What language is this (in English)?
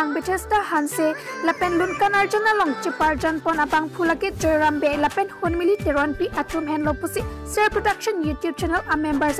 Karbi